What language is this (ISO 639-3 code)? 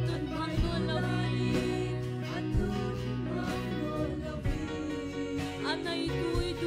cfm